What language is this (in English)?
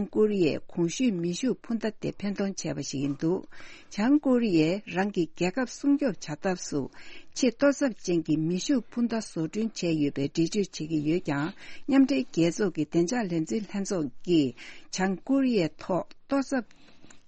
Tibetan